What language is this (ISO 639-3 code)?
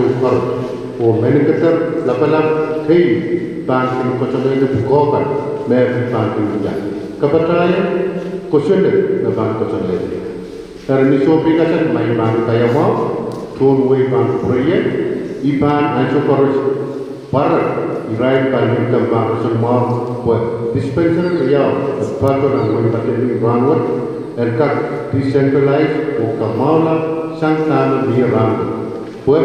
pon